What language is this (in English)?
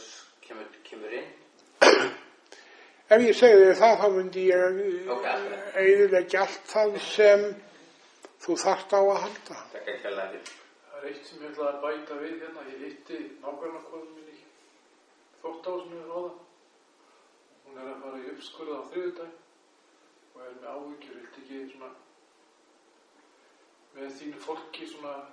Icelandic